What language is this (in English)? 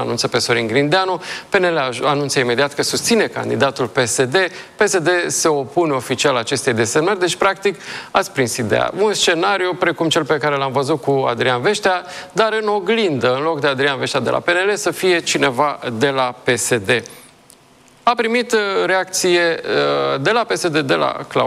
Romanian